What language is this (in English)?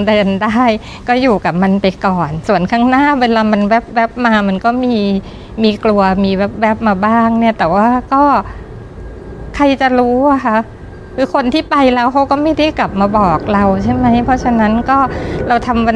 Thai